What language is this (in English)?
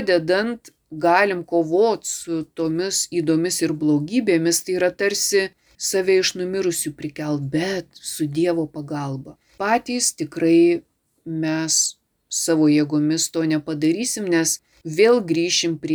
Lithuanian